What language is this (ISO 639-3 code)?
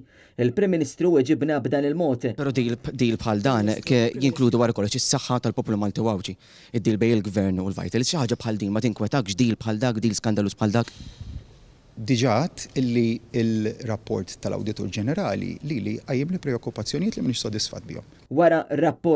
mlt